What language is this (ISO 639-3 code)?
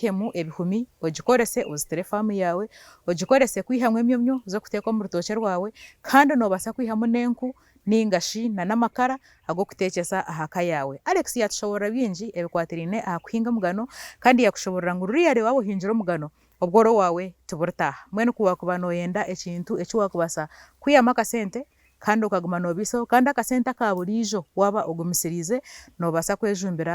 nyn